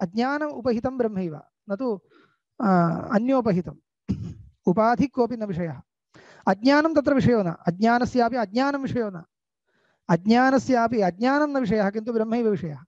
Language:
Sanskrit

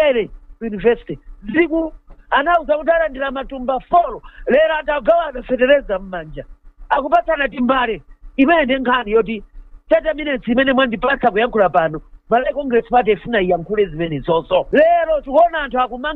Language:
Nyanja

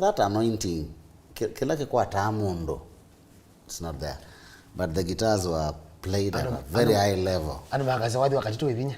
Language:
Kamba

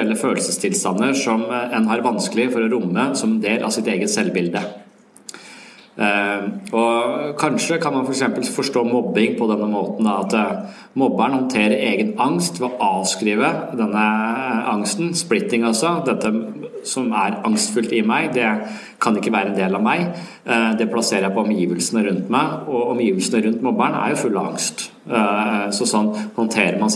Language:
Norwegian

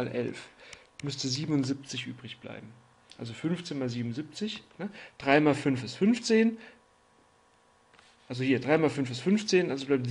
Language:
German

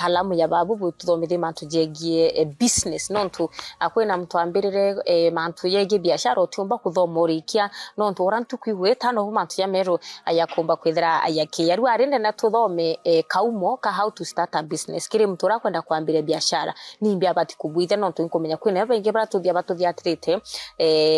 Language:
Meru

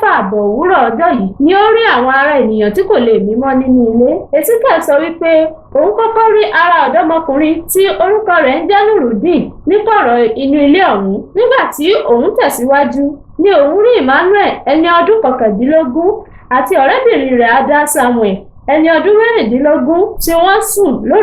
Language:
Yoruba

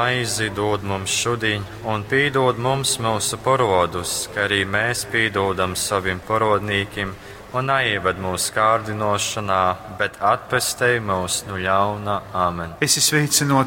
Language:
Latgalian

